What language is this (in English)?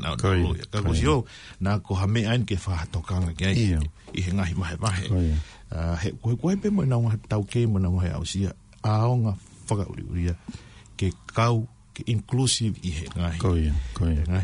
Tongan